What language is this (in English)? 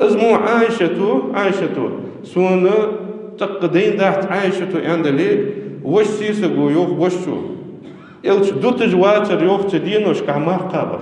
Ingush